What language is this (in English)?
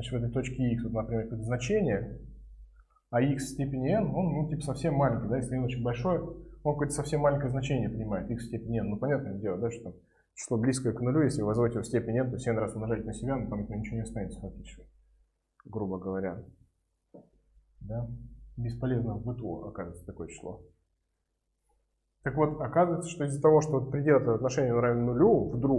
Russian